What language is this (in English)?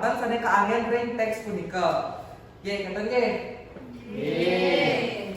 Balinese